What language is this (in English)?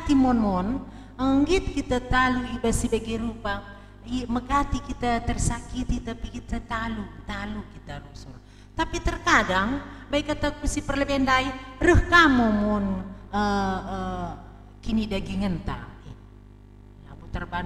Batak Karo